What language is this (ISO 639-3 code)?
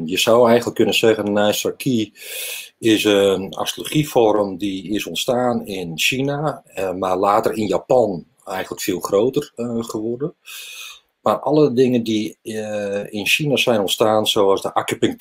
nld